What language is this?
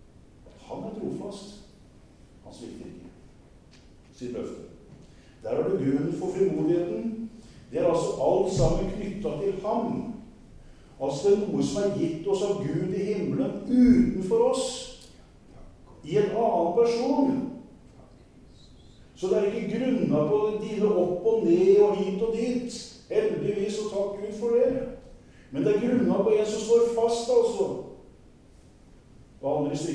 Norwegian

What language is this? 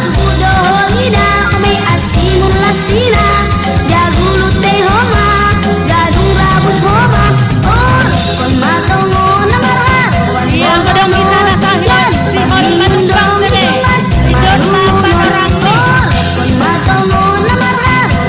Batak Simalungun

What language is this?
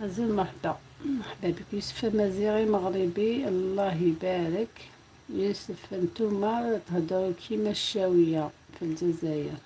Algerian Arabic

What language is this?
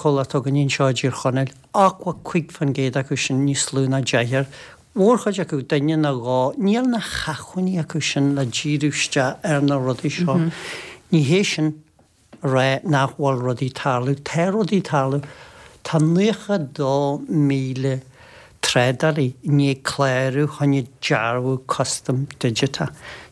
Irish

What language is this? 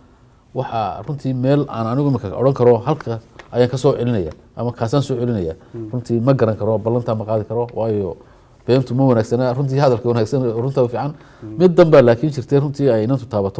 Somali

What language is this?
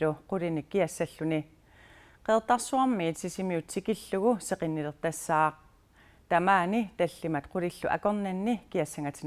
Kalaallisut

